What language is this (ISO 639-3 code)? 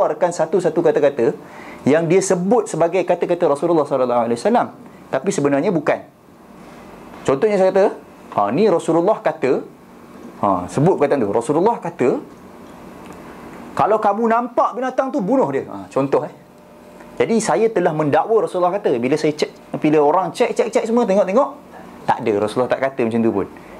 msa